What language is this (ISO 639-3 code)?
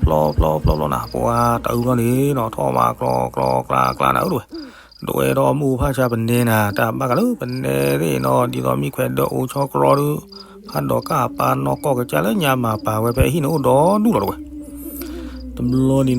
ksw